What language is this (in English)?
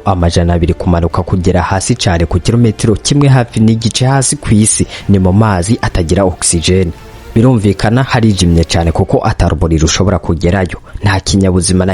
Rundi